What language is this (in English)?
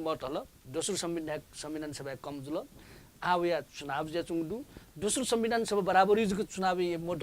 Newari